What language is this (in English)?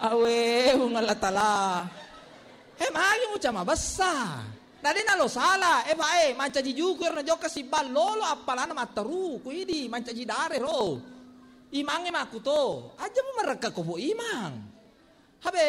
Buginese